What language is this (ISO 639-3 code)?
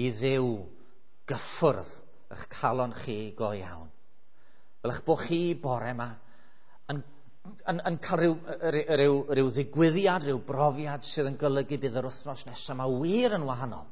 cym